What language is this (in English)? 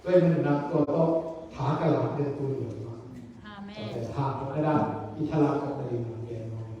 Tedim Chin